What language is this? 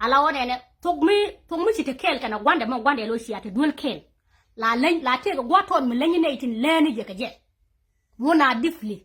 Nuer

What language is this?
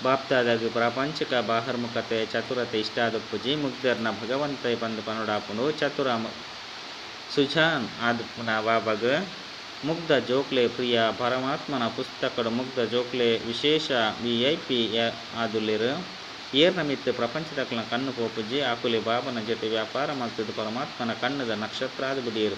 Tulu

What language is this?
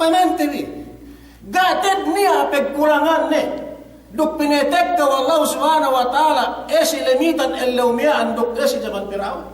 Yakan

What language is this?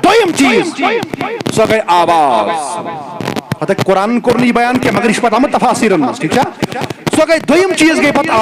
Kashmiri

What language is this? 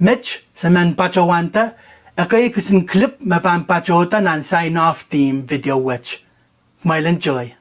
Pohnpeian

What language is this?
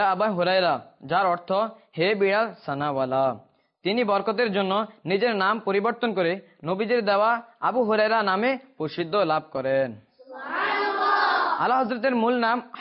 Bangla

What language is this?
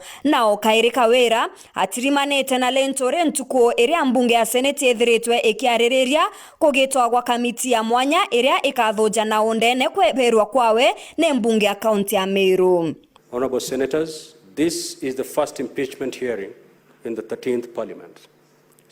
Meru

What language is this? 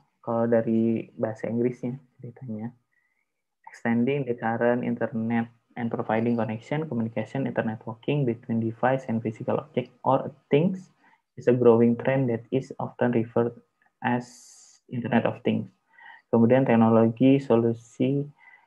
Indonesian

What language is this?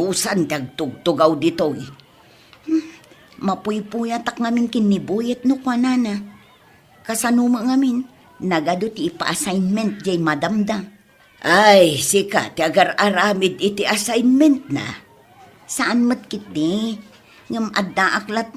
Iloko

